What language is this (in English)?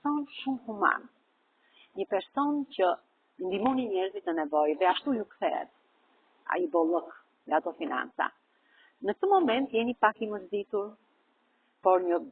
Albanian